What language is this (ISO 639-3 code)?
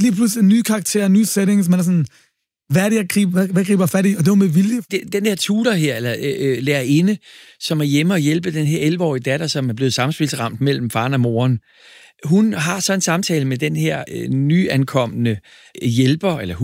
dan